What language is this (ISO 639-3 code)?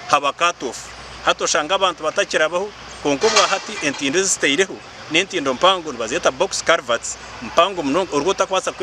nyn